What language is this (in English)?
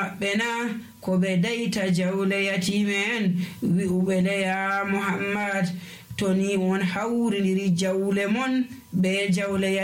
Nigerian Fulfulde